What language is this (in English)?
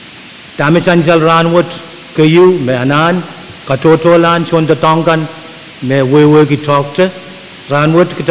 Pohnpeian